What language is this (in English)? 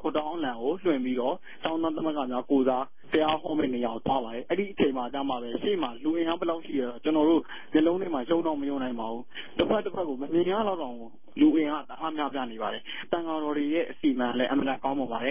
Burmese